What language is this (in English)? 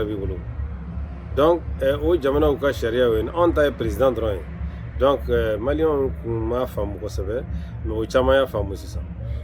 Bambara